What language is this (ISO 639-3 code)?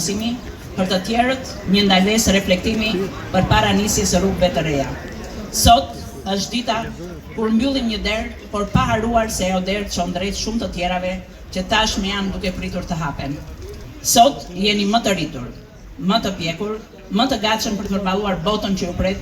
sqi